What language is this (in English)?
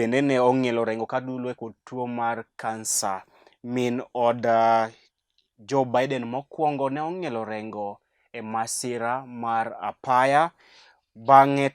Luo (Kenya and Tanzania)